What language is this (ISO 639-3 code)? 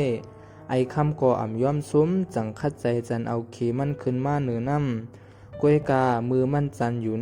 shn